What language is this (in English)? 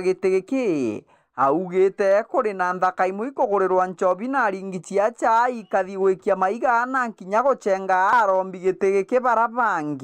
Meru